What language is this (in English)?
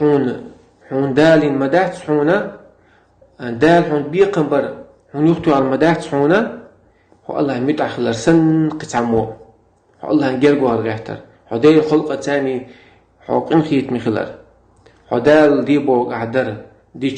Chechen